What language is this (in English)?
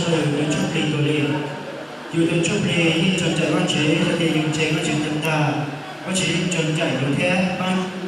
Hmong